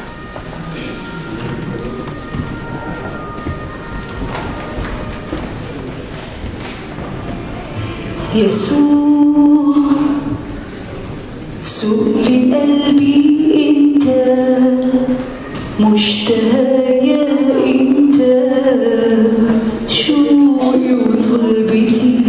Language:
Mesopotamian Arabic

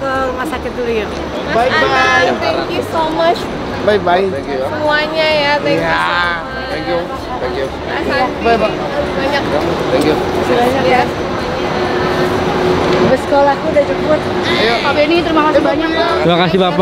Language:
Indonesian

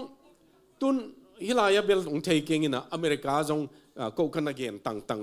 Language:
Tedim Chin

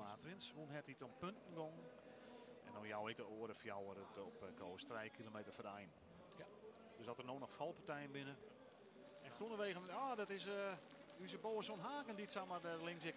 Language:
Western Frisian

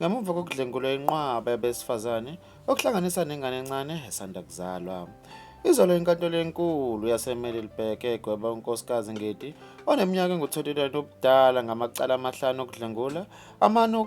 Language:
Zulu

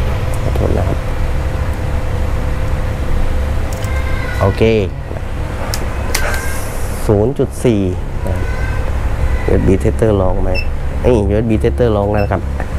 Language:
Thai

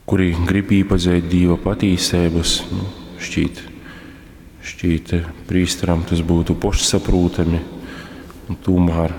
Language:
Latgalian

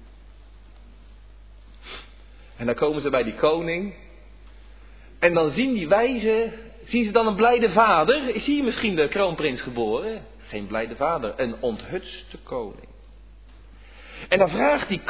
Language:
Dutch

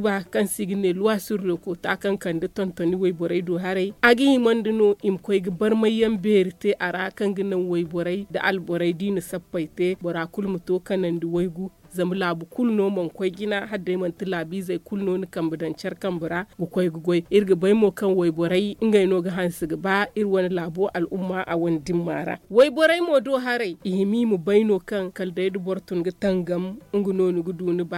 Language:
Zarma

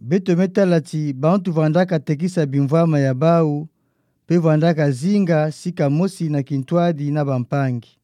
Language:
Kituba (Democratic Republic of Congo)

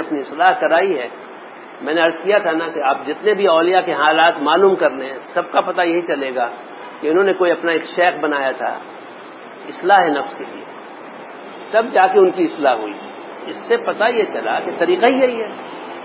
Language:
Urdu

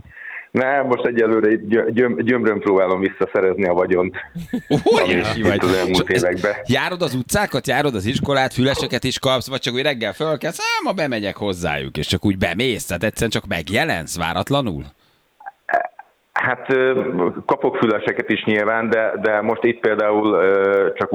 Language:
Hungarian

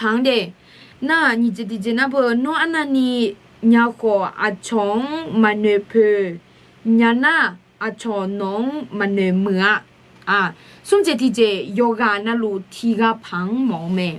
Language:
Akha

